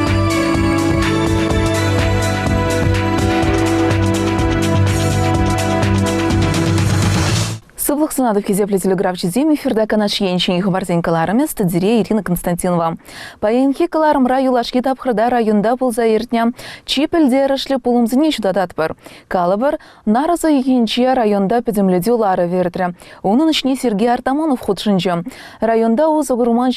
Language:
Chuvash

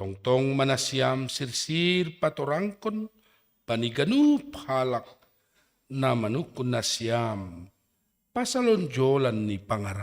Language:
Batak Simalungun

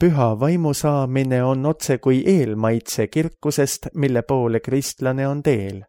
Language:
Estonian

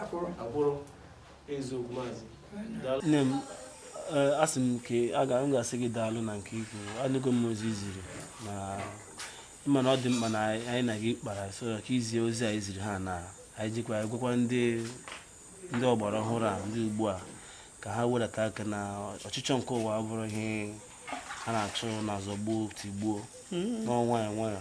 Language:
Igbo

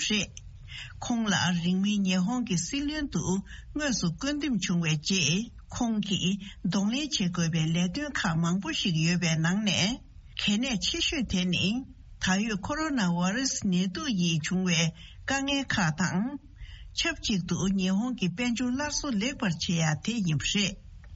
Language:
Tibetan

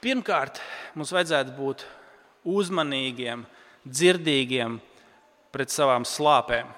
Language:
Latvian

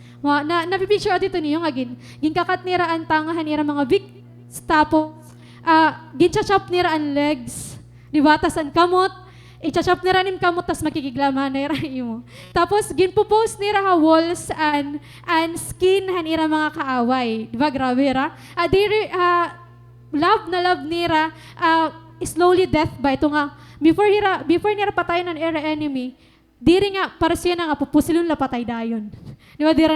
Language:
Waray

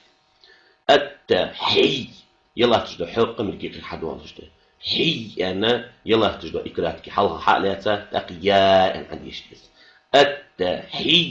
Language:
Ingush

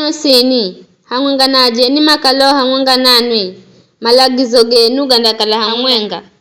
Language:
Giryama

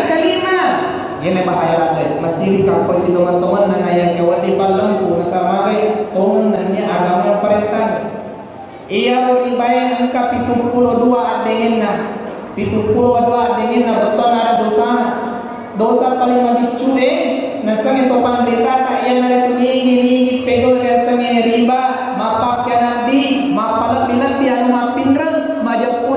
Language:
Buginese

